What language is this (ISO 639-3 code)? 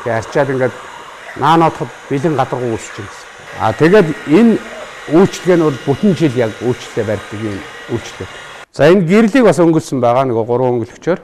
mon